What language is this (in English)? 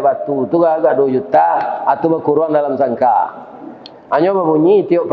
Minangkabau